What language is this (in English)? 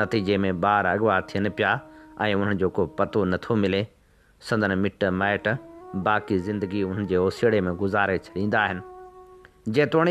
Sindhi